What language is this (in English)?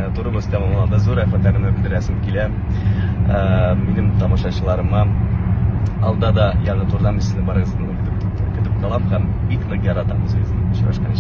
Tatar